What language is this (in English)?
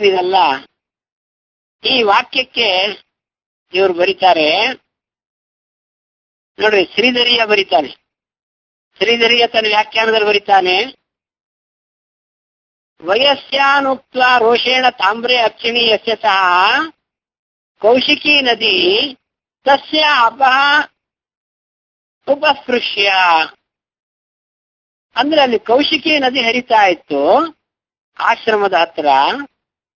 Kannada